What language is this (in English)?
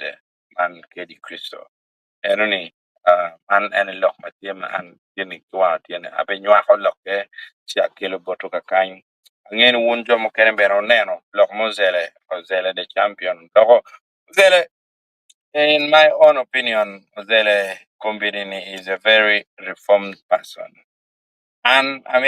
Acoli